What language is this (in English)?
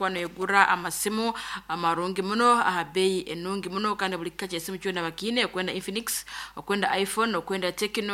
Nyoro